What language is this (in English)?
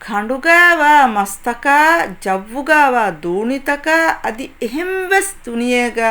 Divehi